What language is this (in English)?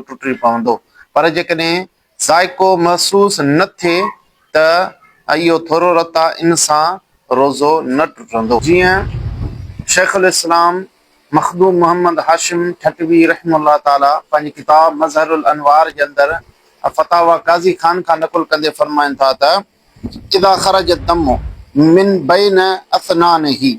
Sindhi